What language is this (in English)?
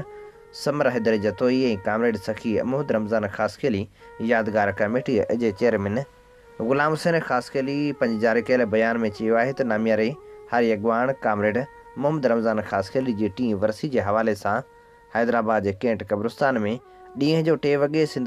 Sindhi